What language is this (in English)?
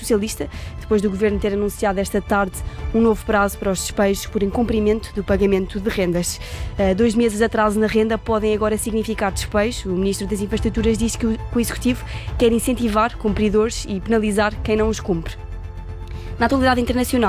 Portuguese